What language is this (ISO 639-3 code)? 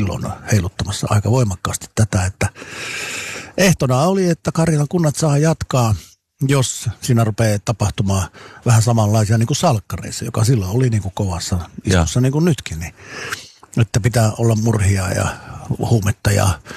fin